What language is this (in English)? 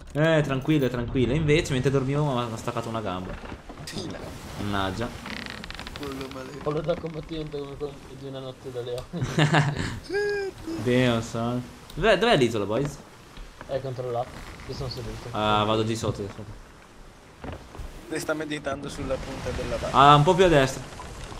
Italian